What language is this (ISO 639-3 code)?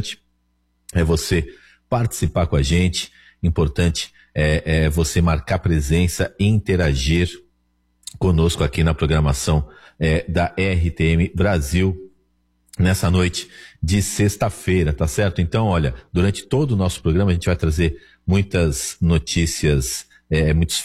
por